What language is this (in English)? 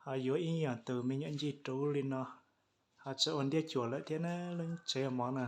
Hmong